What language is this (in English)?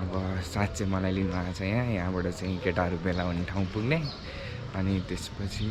Nepali